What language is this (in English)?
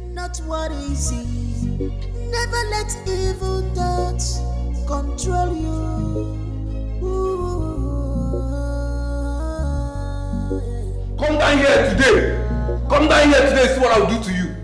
Nigerian Pidgin